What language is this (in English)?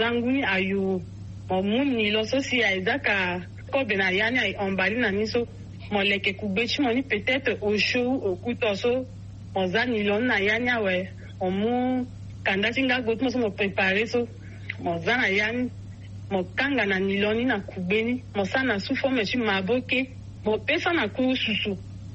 Sango